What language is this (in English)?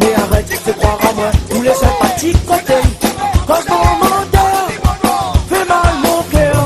Réunion Creole French